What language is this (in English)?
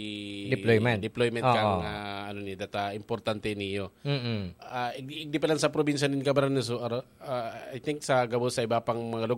Bikol